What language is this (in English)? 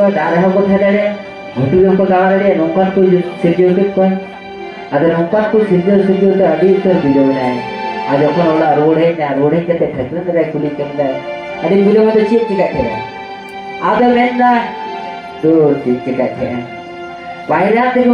Santali